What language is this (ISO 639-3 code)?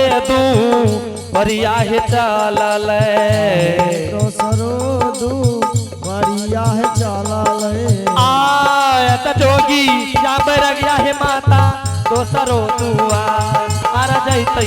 anp